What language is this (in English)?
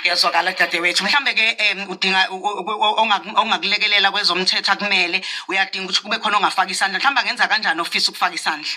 Zulu